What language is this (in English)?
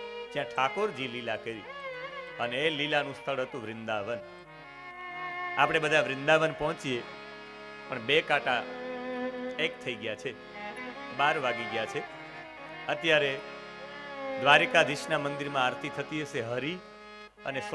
Gujarati